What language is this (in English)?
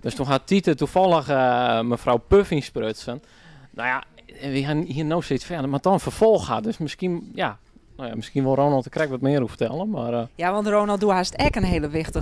Western Frisian